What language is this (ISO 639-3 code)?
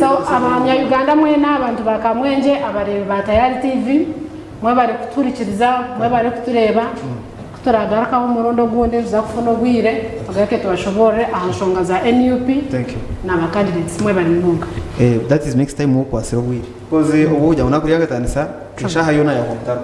nyn